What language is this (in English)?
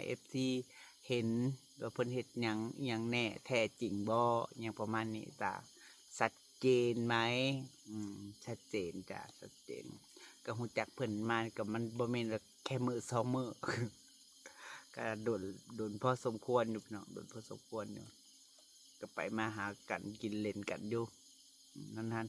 Lao